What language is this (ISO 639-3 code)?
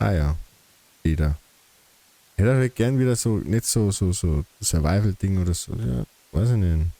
bar